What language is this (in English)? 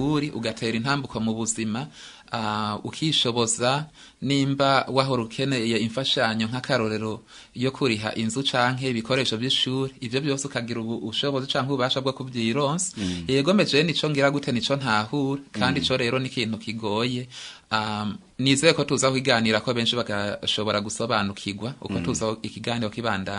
Rundi